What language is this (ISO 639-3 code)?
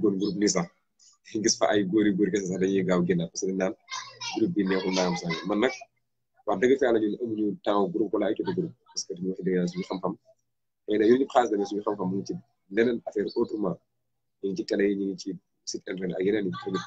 wol